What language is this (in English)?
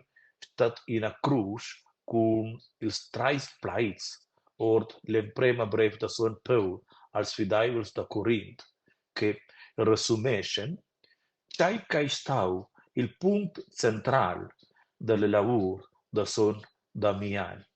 Romansh